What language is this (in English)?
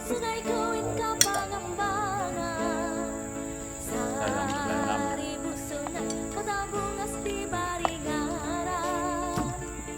Banjar